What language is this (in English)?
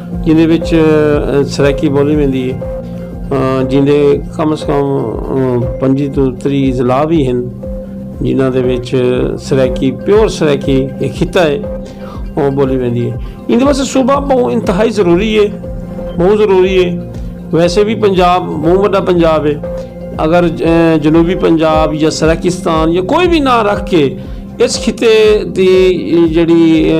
Saraiki